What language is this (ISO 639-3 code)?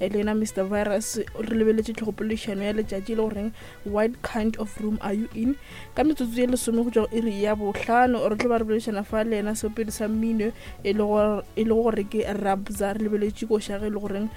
nso